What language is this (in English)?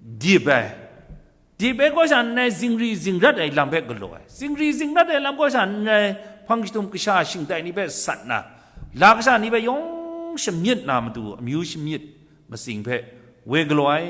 Kachin